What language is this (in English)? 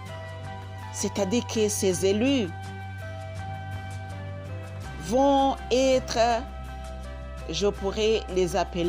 French